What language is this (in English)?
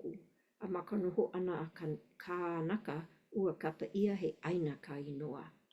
Hawaiian